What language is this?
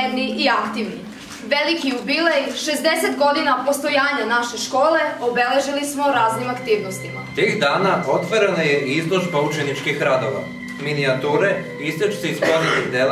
Serbian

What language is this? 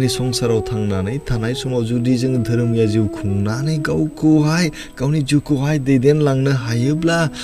Bodo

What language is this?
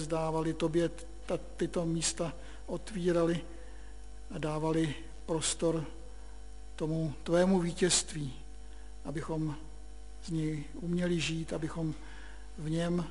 Czech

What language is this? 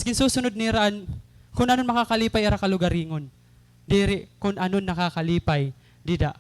Waray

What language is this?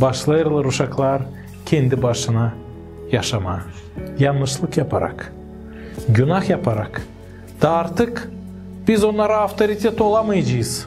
Gagauz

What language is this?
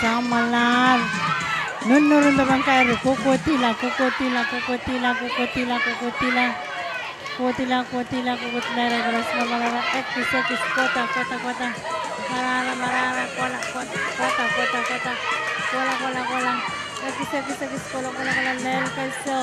Pohnpeian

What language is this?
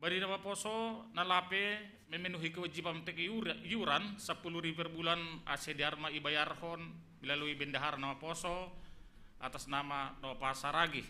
Batak Simalungun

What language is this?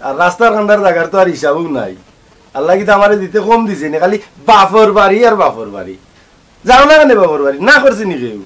Sylheti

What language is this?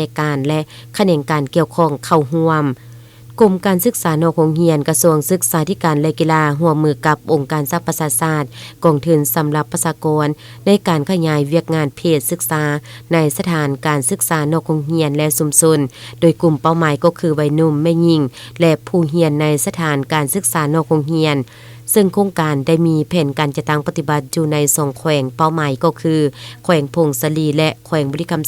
Lao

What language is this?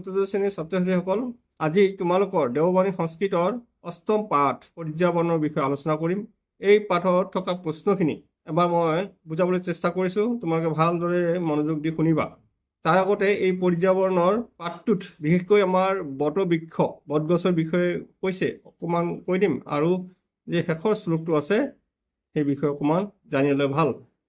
Assamese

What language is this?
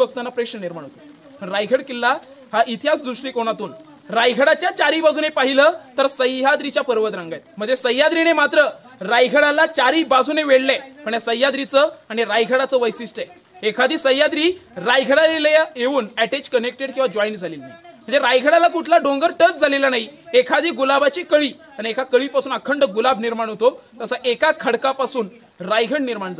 Marathi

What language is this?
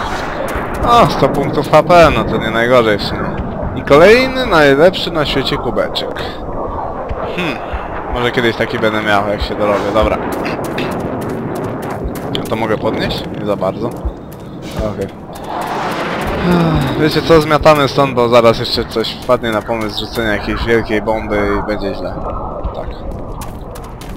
Polish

